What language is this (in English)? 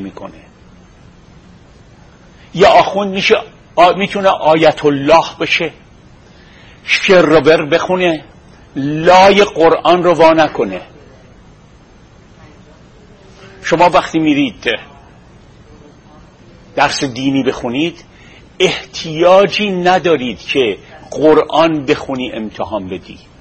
Persian